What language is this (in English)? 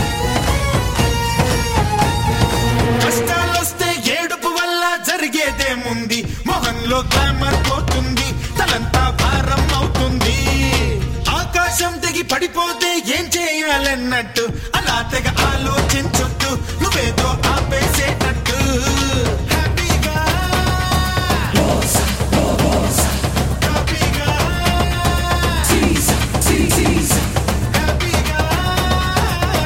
Telugu